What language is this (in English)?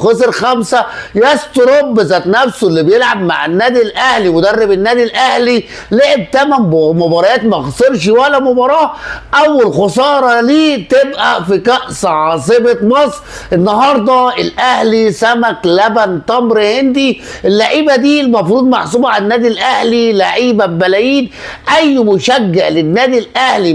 Egyptian Arabic